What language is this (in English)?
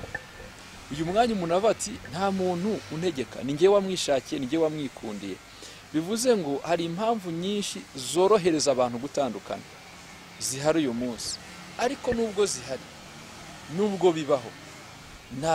Kinyarwanda